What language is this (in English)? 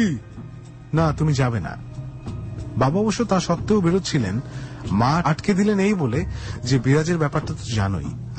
Bangla